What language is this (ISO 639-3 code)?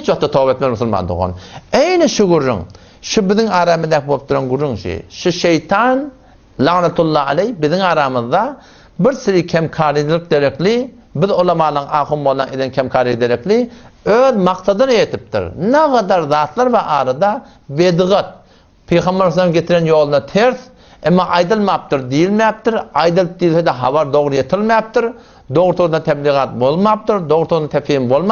tuk